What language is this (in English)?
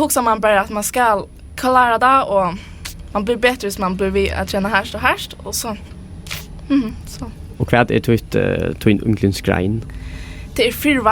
Faroese